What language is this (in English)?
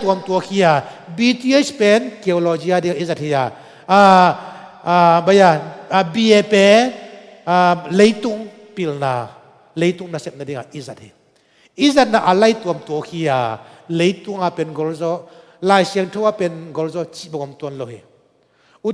Tedim Chin